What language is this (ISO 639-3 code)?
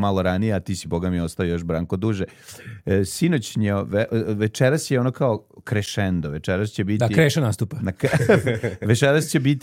srp